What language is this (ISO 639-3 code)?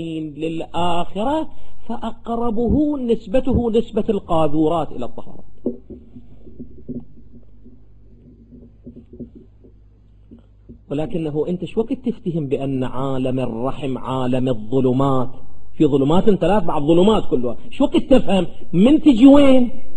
ara